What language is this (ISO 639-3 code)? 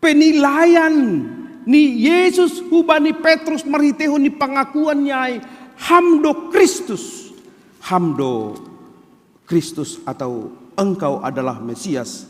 bts